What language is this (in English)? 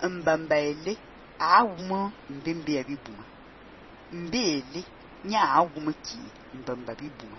Fang